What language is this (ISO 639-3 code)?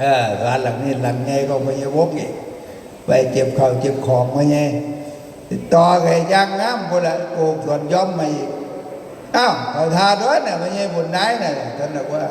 tts